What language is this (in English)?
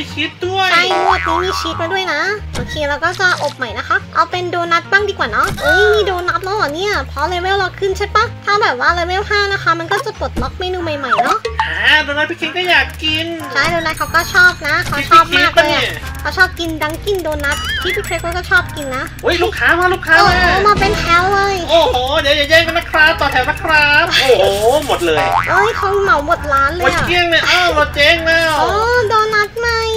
Thai